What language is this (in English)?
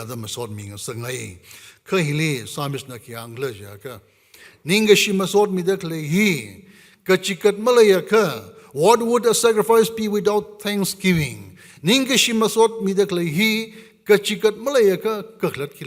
Tangkhul Naga (India)